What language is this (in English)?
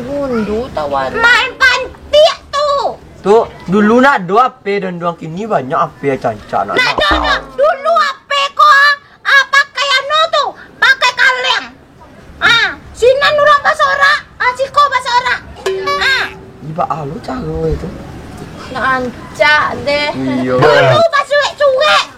Minangkabau